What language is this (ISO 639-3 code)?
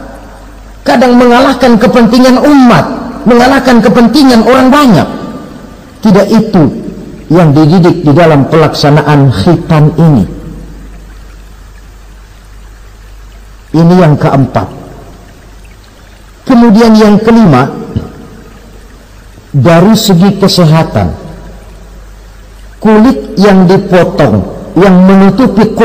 ind